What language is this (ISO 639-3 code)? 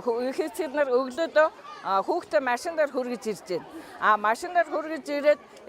mon